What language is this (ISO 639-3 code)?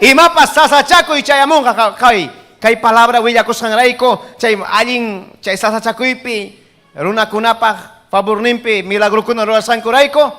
quy